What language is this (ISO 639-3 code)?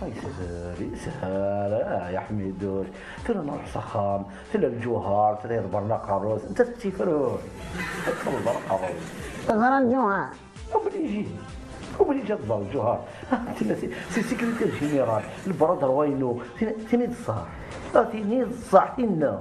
kab